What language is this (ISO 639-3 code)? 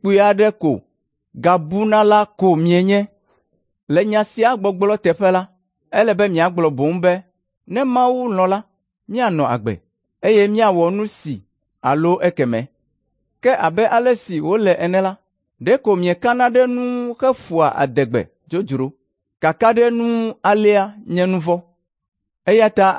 ewe